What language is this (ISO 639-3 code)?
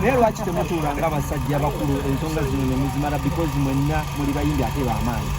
lug